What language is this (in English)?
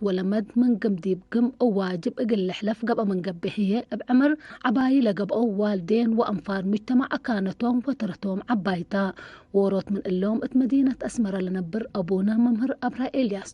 Tigre